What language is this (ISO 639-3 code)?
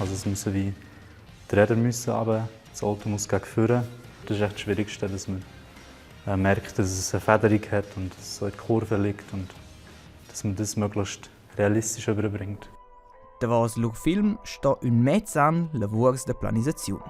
roh